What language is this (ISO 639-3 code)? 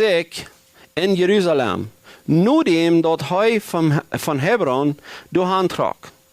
pdt